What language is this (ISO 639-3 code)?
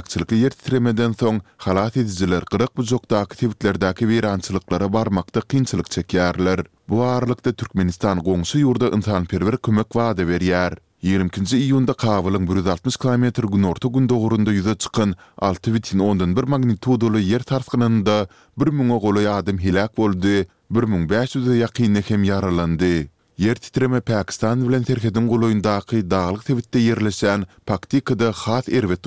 tuk